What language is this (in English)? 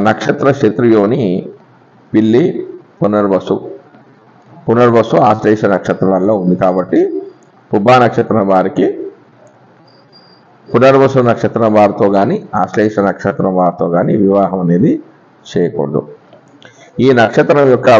Telugu